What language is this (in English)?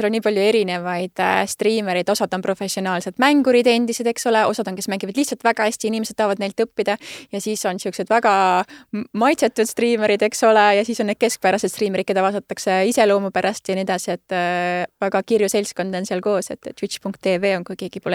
Estonian